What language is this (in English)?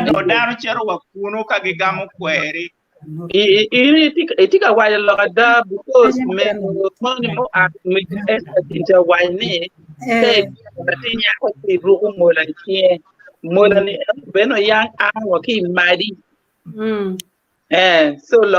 Acoli